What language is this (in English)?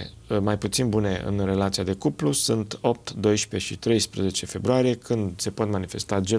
Romanian